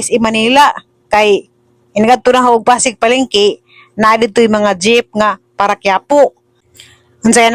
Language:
Cebuano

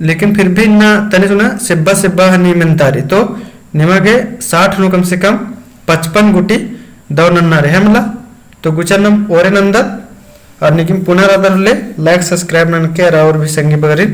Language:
Kurukh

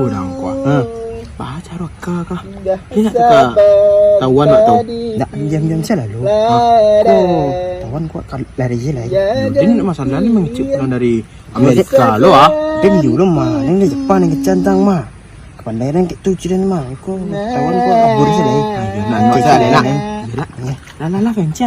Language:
Minangkabau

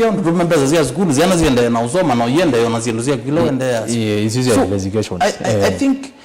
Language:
Kamba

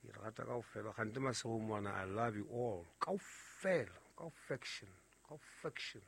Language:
Southern Sotho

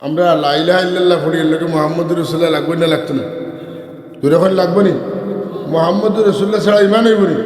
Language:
Sylheti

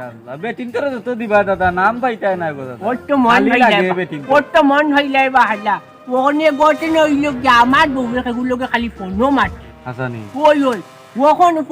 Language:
Sylheti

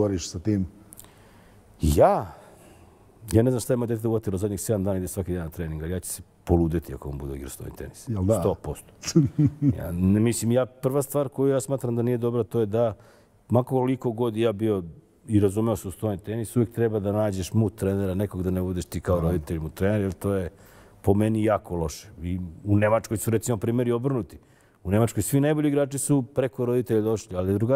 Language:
Serbian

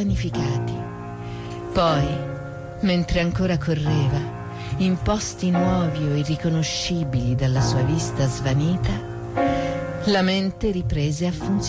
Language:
Italian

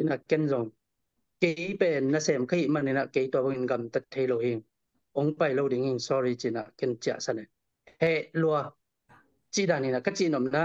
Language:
Tedim Chin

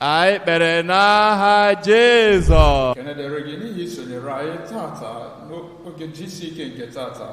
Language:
Igbo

